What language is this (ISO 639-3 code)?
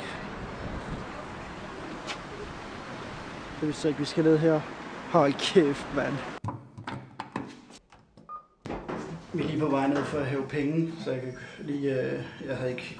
dan